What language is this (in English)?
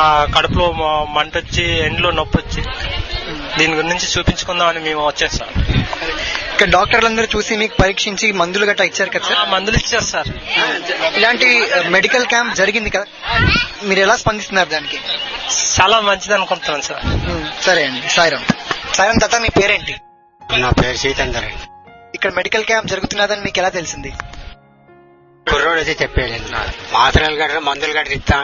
Telugu